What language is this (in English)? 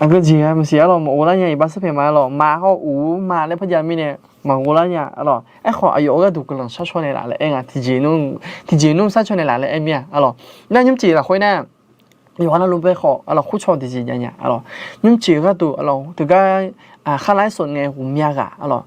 Akha